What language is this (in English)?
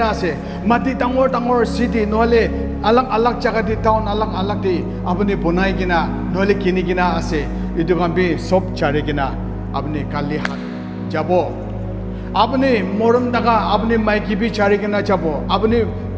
Naga Pidgin